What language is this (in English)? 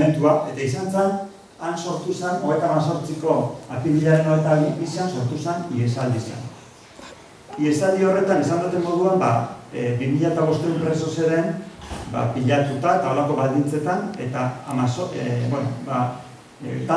Basque